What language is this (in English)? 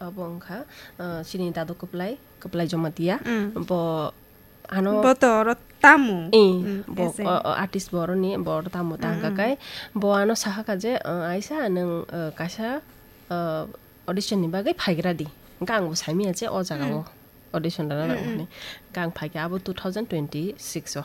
Kok Borok